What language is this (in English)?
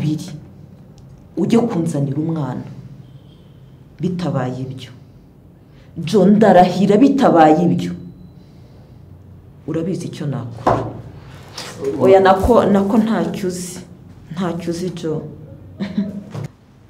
Kinyarwanda